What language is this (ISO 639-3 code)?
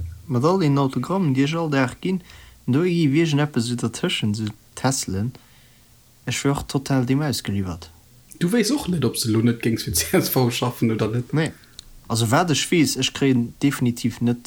ltz